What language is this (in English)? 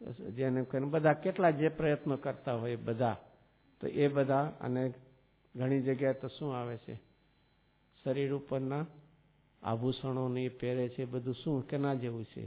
Gujarati